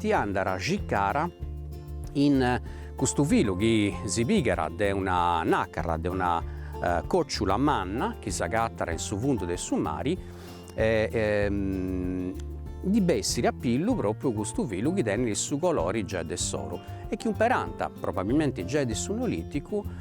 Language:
Sardinian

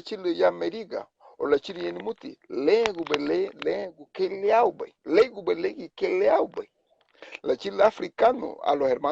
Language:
Garifuna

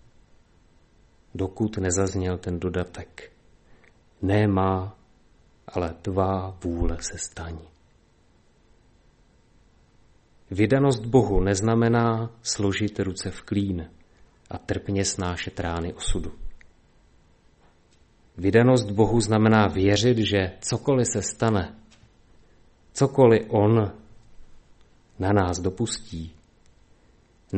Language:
Czech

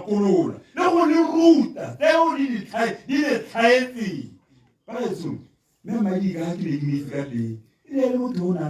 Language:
Tswana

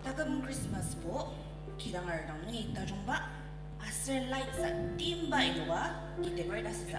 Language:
Ao Naga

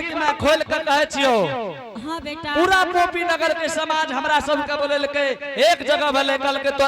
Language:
Angika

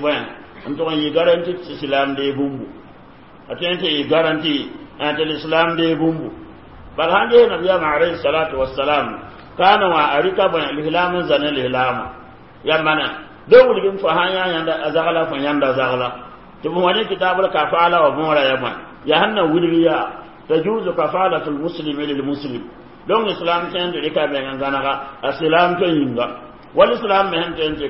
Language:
Mossi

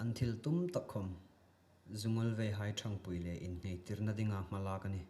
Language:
Hmar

